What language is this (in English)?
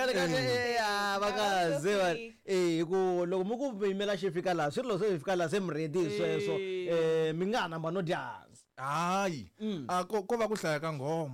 Tsonga